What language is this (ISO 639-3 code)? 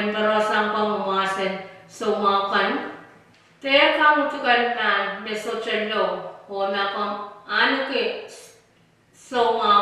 pon